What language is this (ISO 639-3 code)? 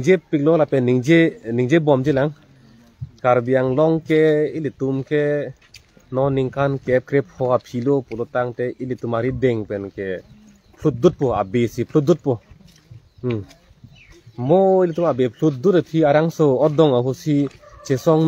mjw